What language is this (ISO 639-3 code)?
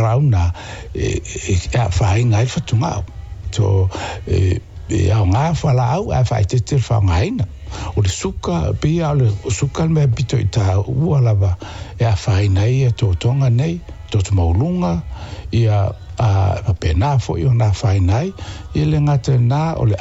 smo